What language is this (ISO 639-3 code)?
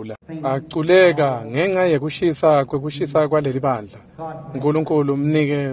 ssw